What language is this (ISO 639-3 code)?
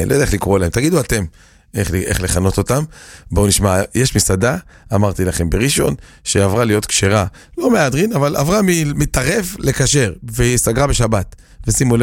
heb